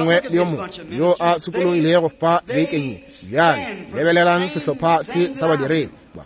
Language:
Northern Sotho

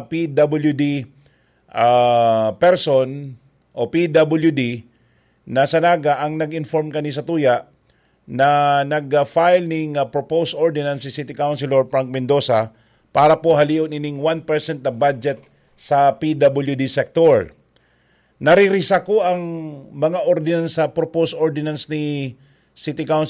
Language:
Bikol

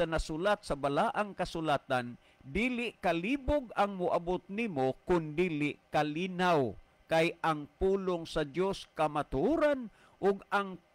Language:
Cebuano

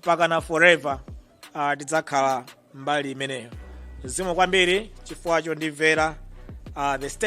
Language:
Nyanja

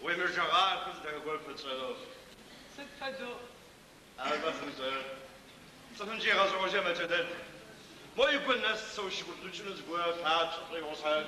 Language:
Adyghe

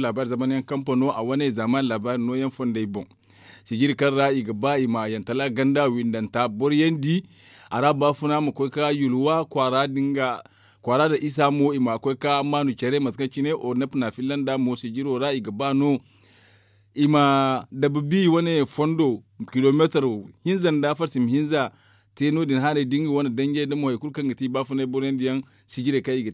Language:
Zarma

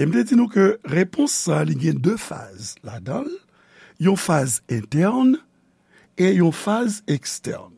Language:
Haitian Creole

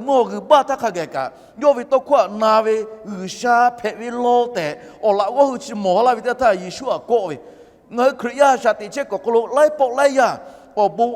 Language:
Lahu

